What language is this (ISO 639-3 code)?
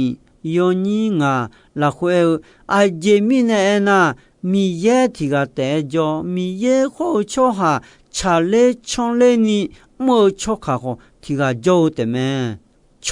ahk